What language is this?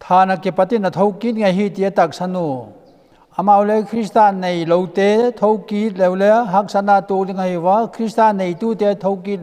Vaiphei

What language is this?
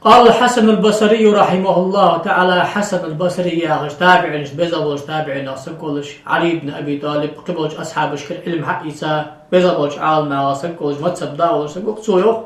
Ingush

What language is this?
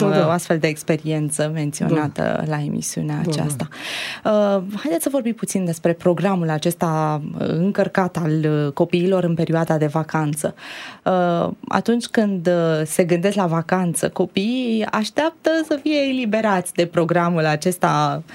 Romanian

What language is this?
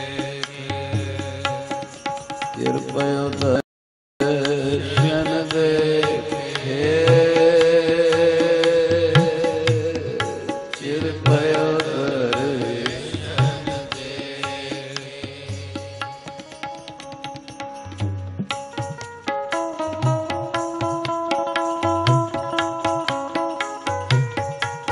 Punjabi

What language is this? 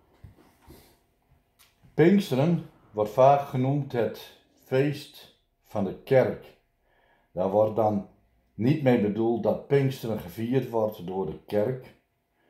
Dutch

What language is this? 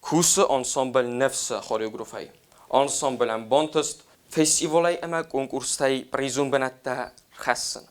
Ossetic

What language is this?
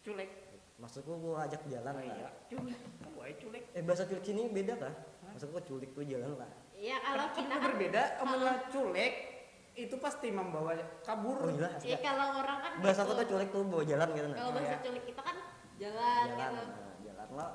Banjar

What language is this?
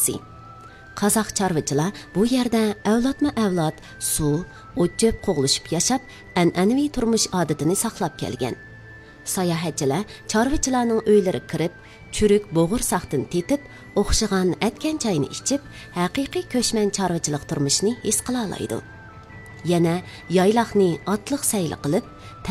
Uyghur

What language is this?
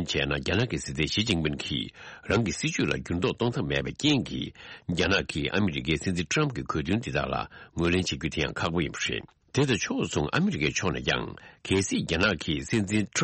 Tibetan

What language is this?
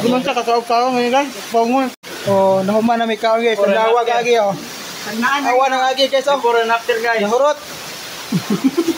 Cebuano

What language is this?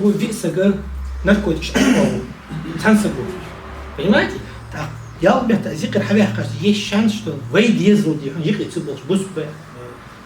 Ingush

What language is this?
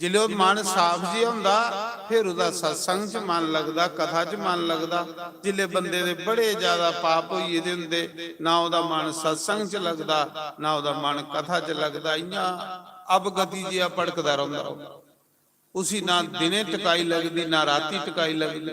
Dogri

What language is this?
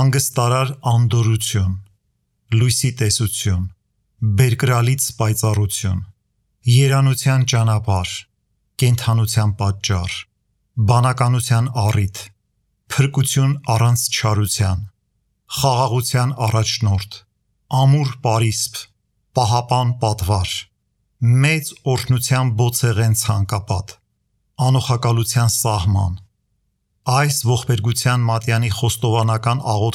Armenian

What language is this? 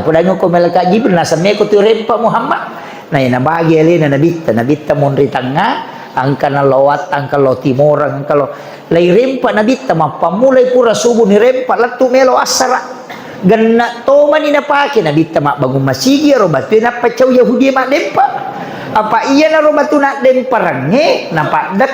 Buginese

